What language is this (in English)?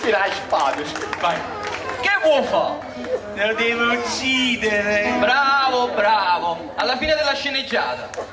Neapolitan